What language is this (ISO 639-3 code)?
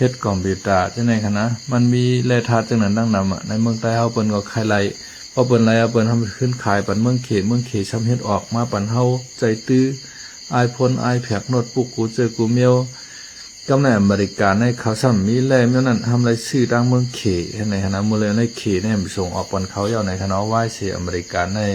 shn